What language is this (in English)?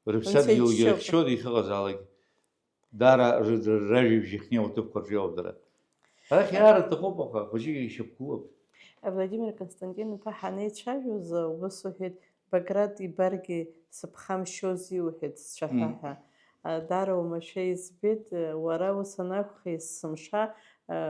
Abkhazian